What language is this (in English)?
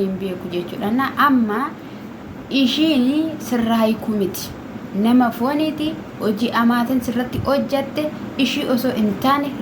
Oromo